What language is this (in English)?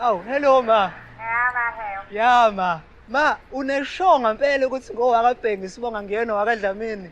Zulu